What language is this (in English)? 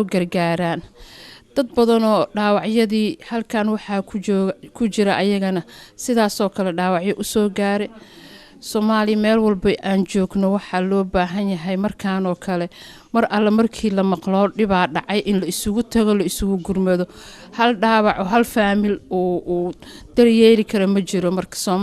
Somali